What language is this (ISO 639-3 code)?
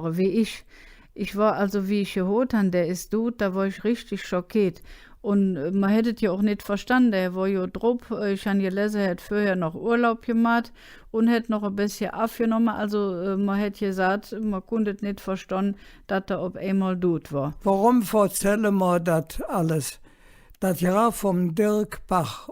ksh